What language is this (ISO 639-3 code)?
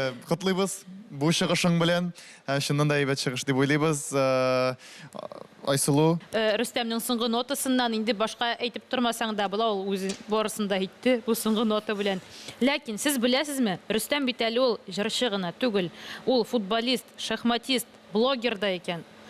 tat